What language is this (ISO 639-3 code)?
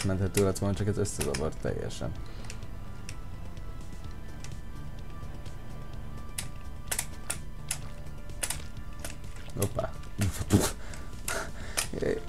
hun